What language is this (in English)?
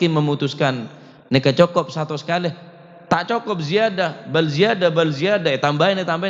Madurese